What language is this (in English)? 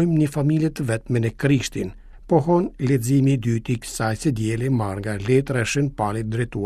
Albanian